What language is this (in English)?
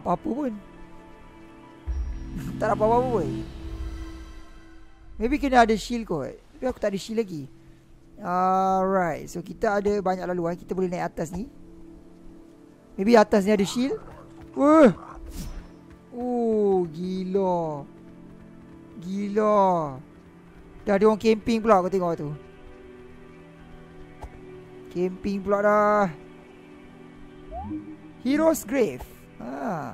Malay